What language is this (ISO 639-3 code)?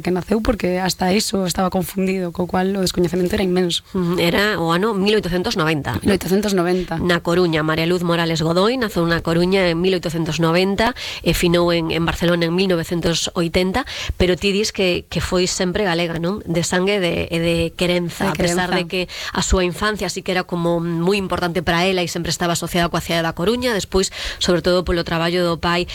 glg